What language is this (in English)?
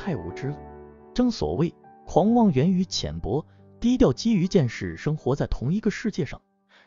Chinese